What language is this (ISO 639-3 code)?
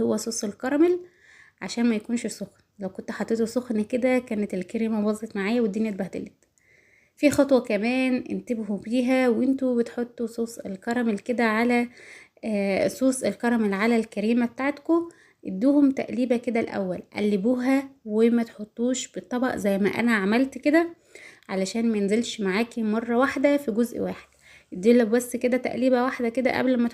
arz